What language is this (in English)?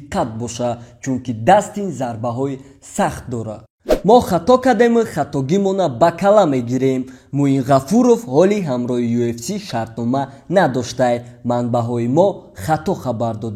Tajik